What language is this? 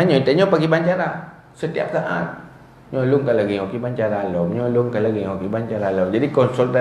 Achinese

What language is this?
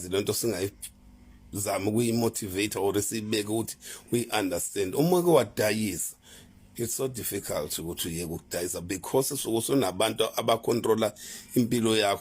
Zulu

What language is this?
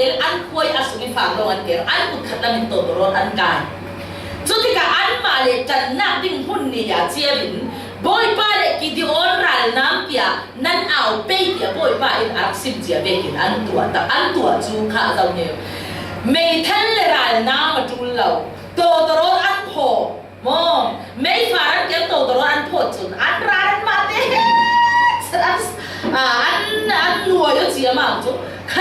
Falam Chin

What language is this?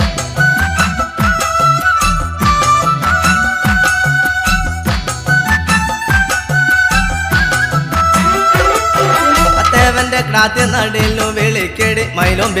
Malayalam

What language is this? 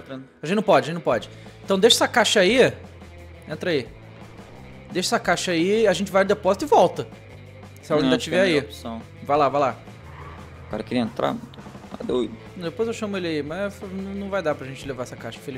Portuguese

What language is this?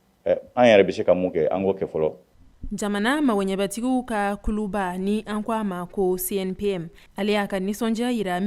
Bambara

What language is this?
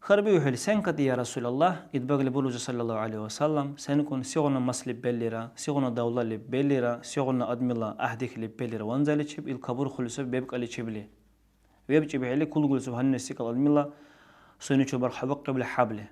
Dargwa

